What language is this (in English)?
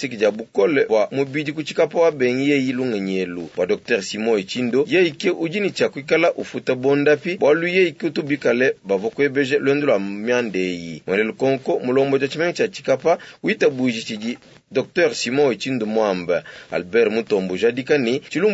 Luba-Lulua